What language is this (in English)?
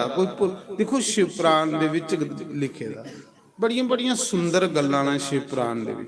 Dogri